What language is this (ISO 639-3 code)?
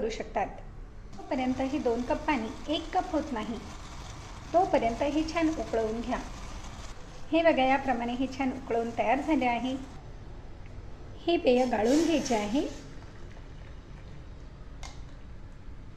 mar